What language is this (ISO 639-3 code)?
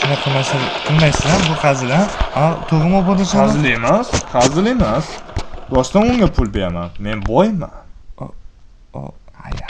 uzb